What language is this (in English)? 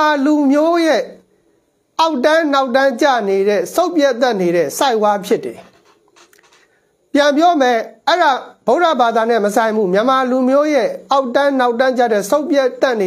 Burmese